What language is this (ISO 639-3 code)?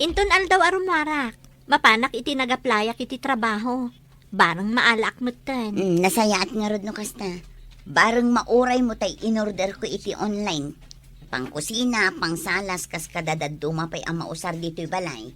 ilo